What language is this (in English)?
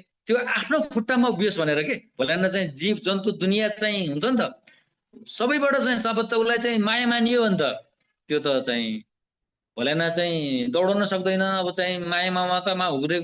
Nepali